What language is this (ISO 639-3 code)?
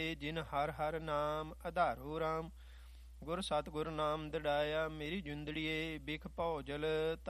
pan